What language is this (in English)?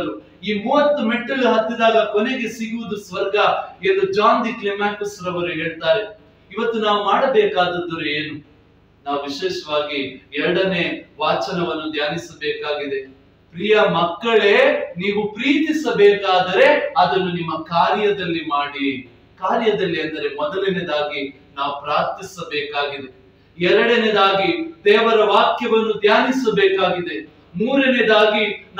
Kannada